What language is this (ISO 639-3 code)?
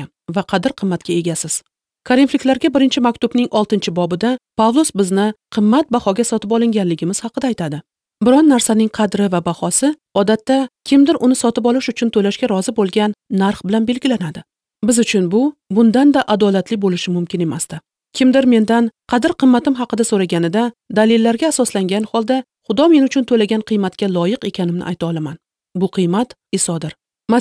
uzb